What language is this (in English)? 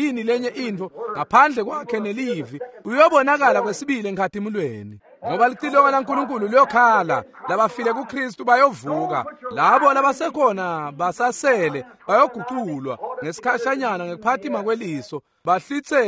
Swati